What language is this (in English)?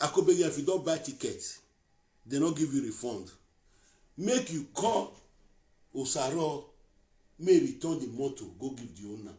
Nigerian Pidgin